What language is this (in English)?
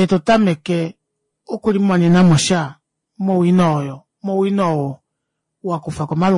Kuanyama